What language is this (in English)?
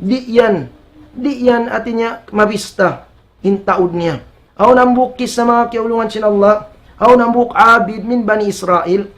Tausug